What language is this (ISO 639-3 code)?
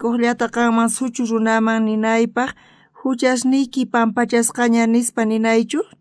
quh